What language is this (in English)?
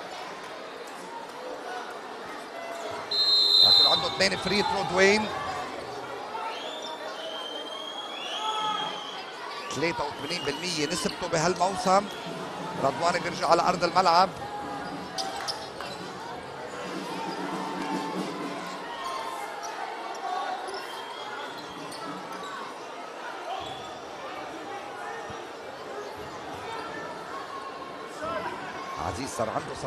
North Levantine Arabic